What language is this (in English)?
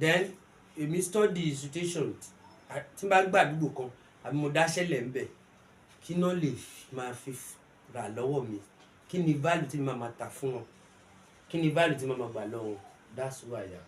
Yoruba